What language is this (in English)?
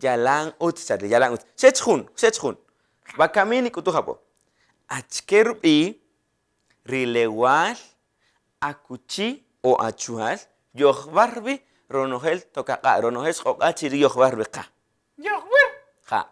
Kaqchikel